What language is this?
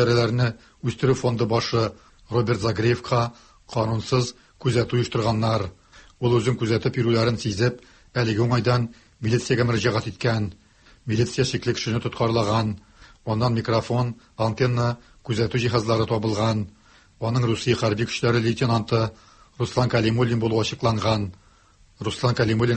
Tatar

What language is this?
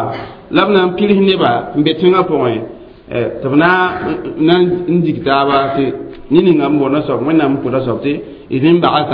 Mossi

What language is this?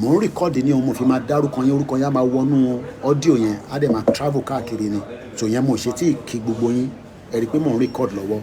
Yoruba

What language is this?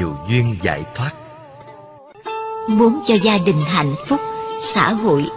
Vietnamese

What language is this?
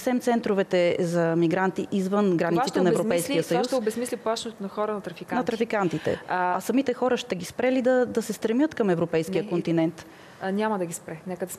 Bulgarian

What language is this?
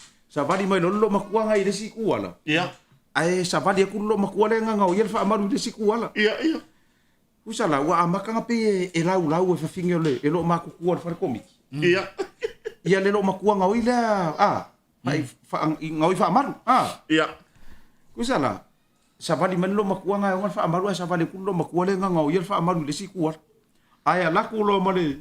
Samoan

